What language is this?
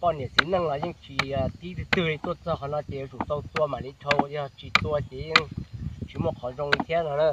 Hmong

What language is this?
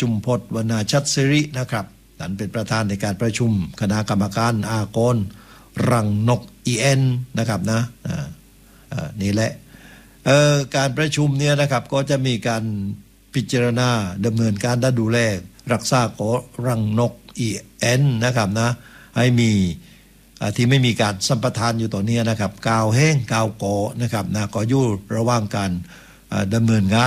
Thai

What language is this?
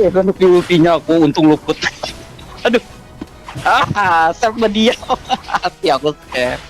Banjar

